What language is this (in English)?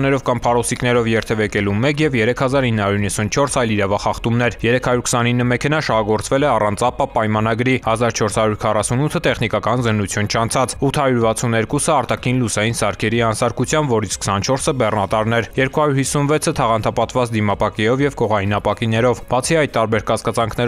Armenian